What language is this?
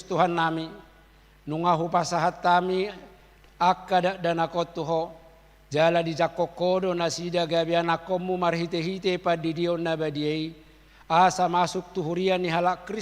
Batak Toba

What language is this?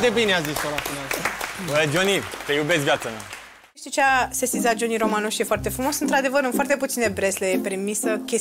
Romanian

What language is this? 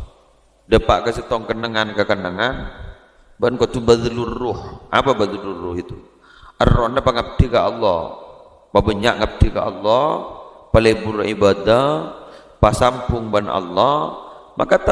Madurese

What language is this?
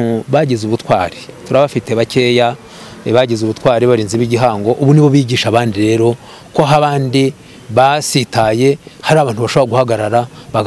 Kinyarwanda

